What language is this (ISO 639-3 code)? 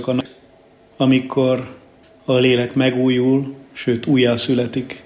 hun